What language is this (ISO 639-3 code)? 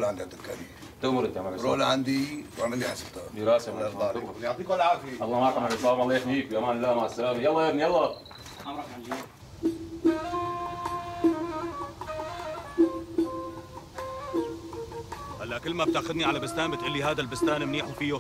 apc